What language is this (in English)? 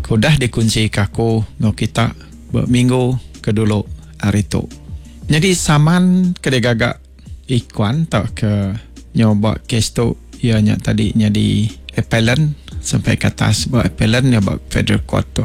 Iban